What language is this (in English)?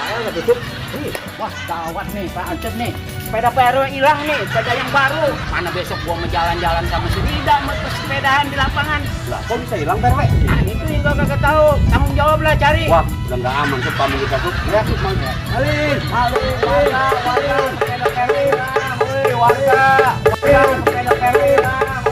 Betawi